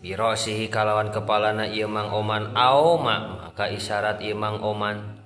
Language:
Sundanese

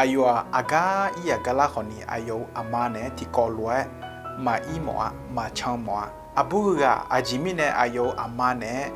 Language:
Akha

